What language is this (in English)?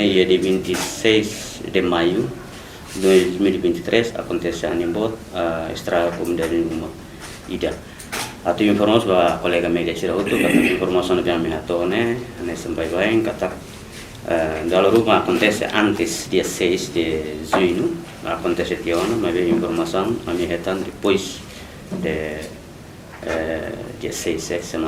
Tetum